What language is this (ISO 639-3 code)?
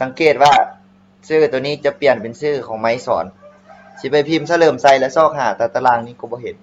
lao